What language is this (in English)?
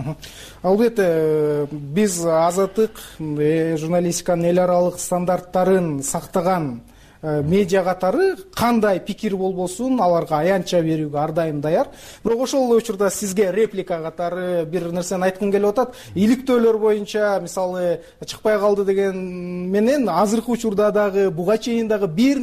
Kyrgyz